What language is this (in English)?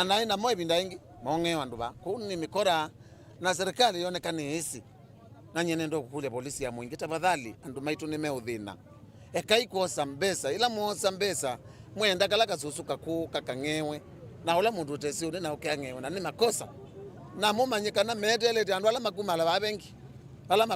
Kamba